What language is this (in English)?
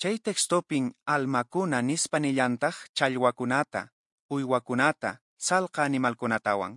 Quechua